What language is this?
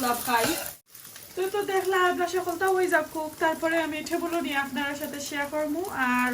Sylheti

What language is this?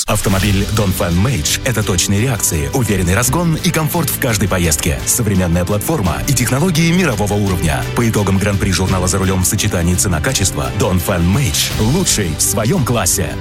Russian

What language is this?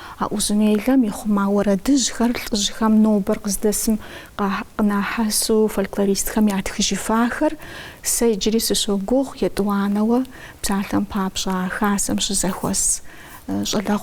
Kabardian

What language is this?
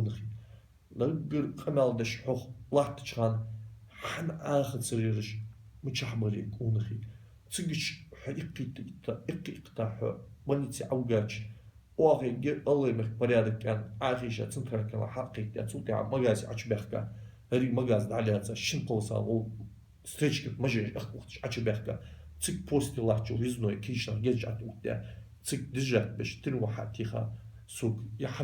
Ingush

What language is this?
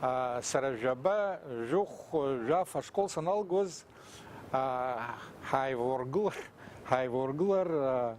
Abkhazian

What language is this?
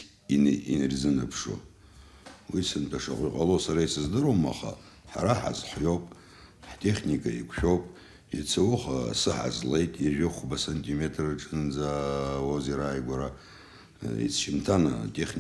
Abkhazian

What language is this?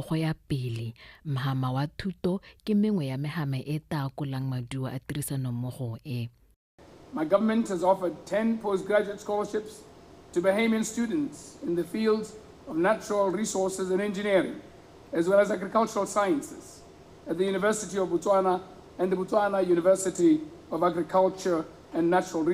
Tswana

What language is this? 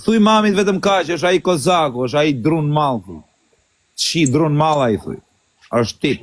Albanian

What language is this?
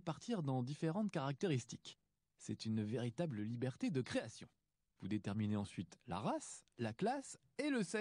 French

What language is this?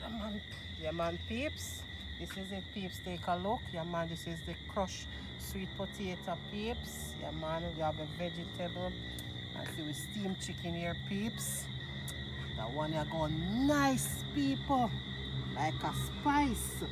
Jamaican Creole English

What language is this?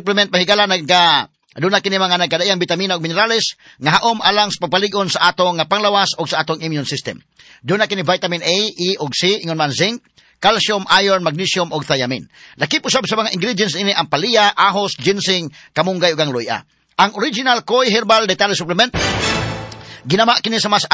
Cebuano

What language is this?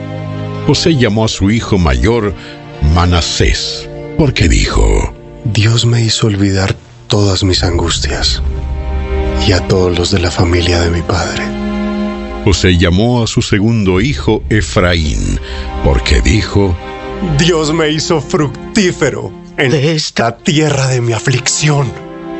Spanish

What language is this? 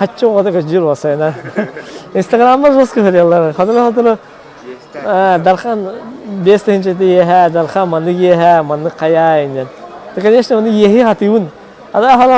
Yakut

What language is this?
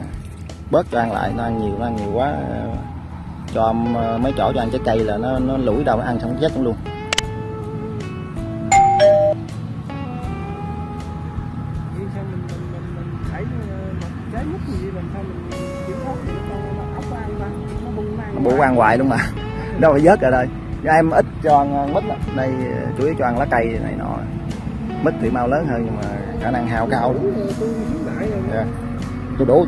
Vietnamese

